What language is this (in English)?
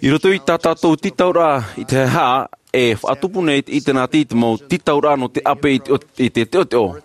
Tahitian